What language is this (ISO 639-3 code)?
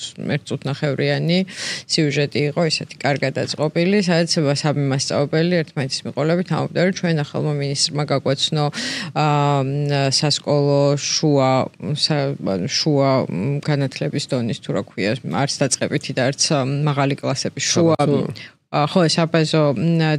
kat